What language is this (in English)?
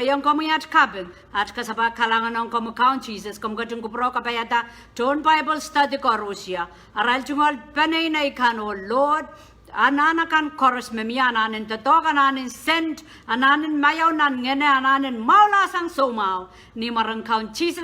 Pohnpeian